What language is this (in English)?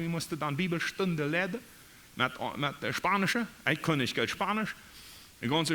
Plautdietsch